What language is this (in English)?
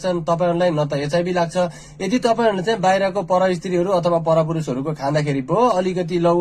Nepali